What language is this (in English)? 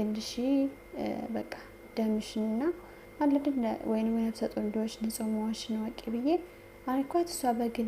Amharic